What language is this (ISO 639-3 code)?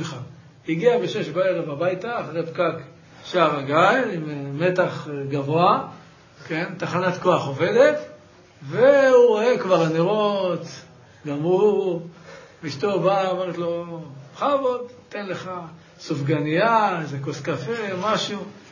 heb